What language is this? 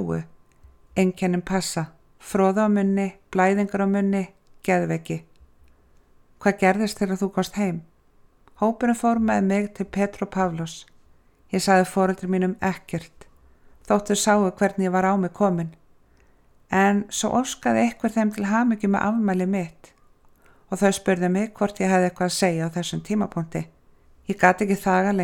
Icelandic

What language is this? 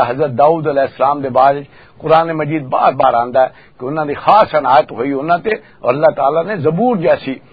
Western Panjabi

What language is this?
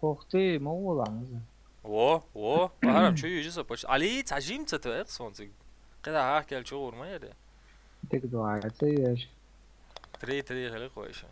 Chechen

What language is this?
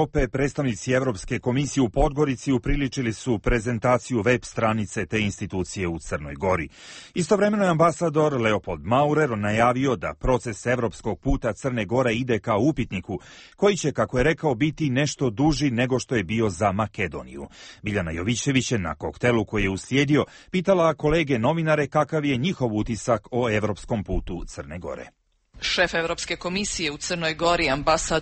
Serbian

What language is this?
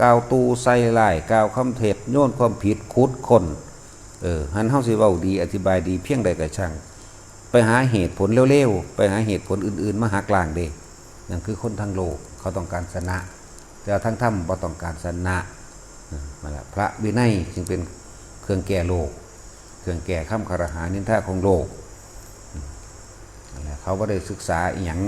Northeastern Thai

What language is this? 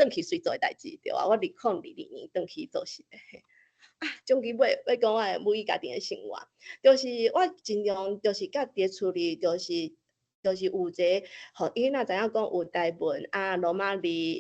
Min Nan Chinese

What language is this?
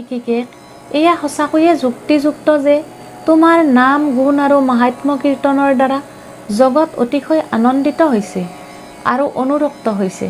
Assamese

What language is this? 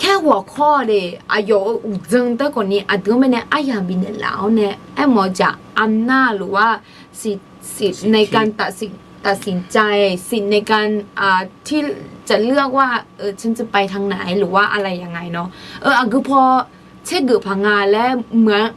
Akha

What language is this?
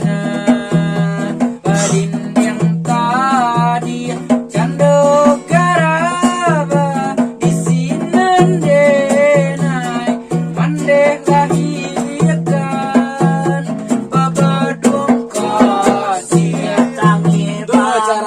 Minangkabau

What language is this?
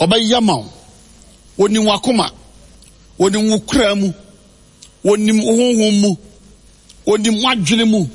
Akan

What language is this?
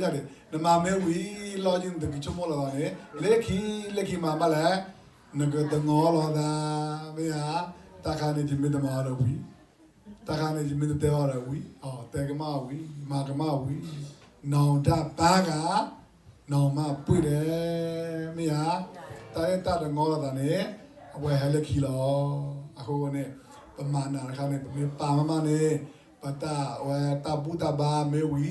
S'gaw Karen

